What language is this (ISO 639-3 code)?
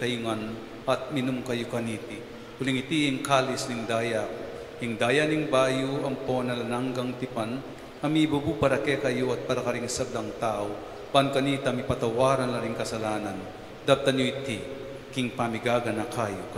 pam